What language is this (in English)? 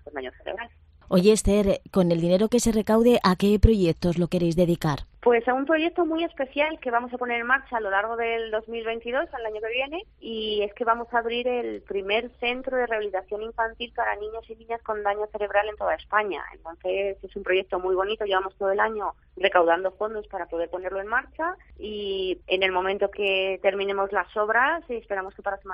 Spanish